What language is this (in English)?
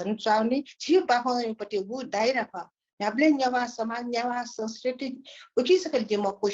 Newari